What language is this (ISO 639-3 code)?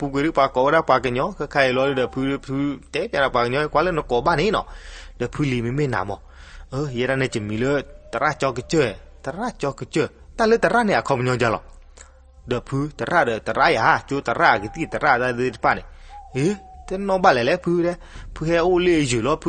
ksw